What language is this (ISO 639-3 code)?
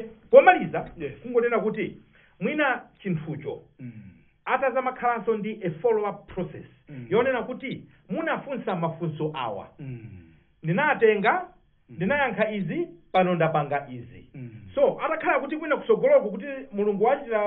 nya